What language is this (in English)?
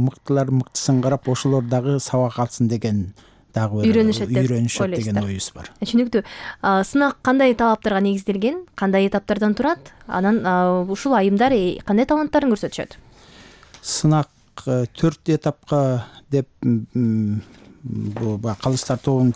Kyrgyz